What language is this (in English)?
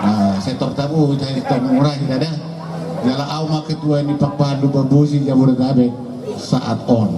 Batak Toba